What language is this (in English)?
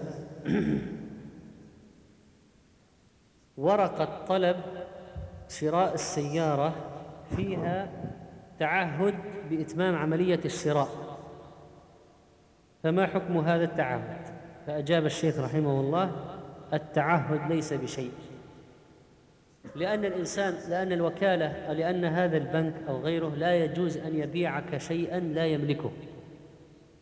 Arabic